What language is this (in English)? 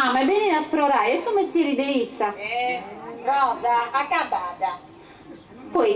Sardinian